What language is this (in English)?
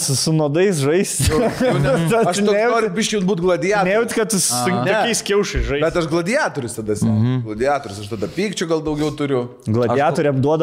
Lithuanian